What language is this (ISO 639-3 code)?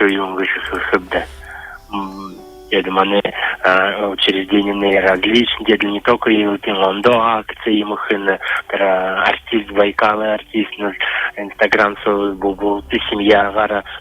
bua